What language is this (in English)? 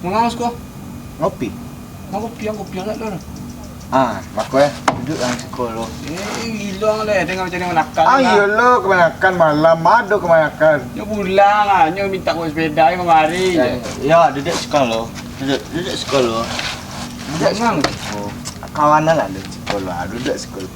Minangkabau